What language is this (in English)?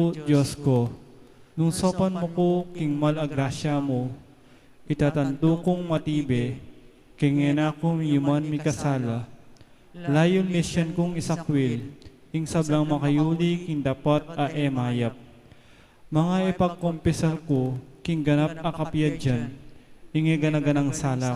Pampanga